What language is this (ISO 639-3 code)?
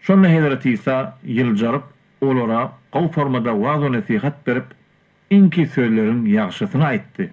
tuk